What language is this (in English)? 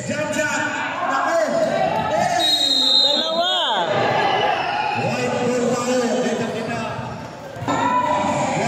Filipino